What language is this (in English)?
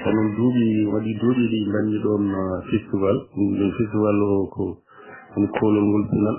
Fula